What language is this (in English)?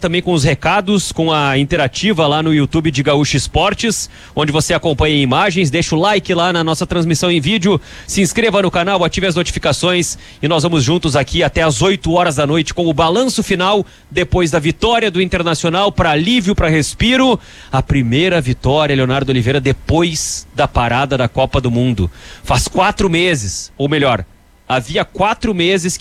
Portuguese